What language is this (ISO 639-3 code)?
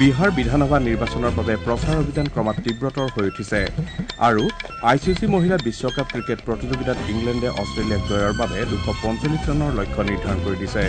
asm